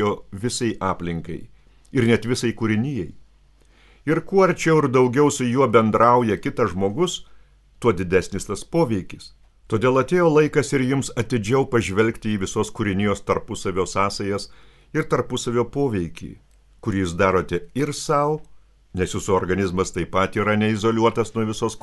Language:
Lithuanian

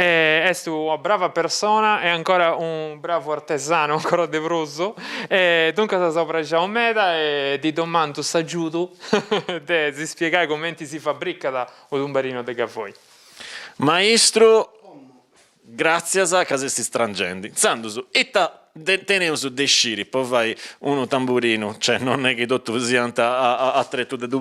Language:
Sardinian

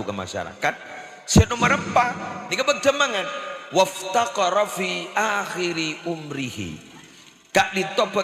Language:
Madurese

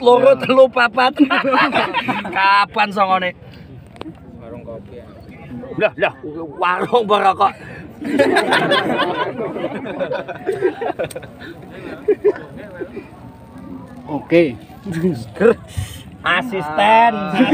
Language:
Javanese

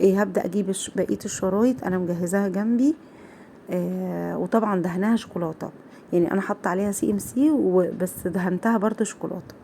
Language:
Egyptian Arabic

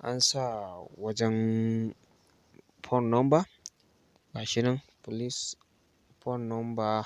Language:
Hausa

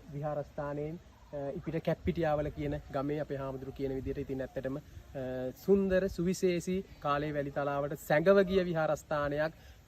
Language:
Sinhala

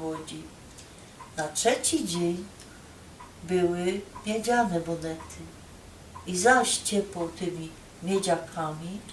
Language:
Silesian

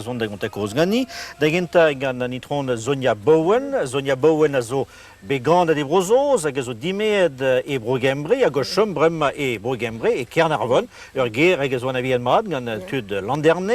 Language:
Breton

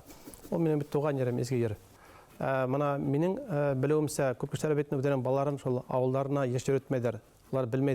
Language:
Bashkir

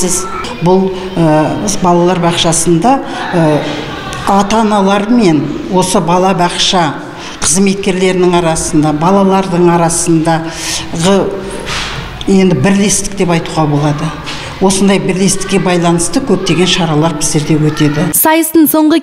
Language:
Kazakh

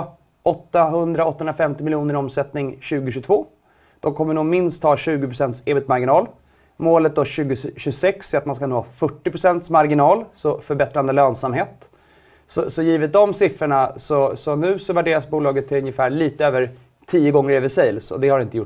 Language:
Swedish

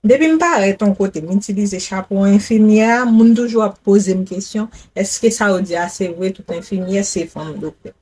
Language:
Haitian Creole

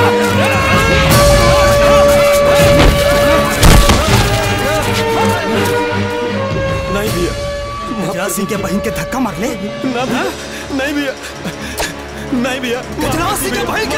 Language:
Bhojpuri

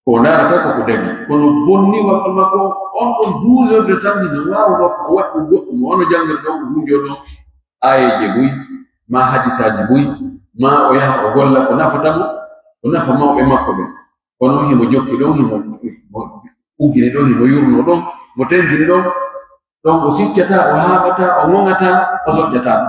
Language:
Pular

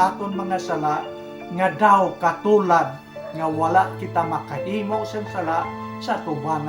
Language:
Hiligaynon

